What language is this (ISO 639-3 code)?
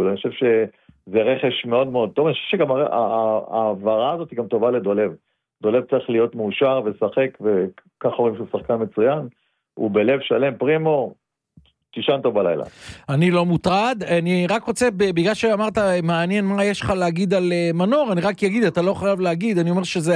heb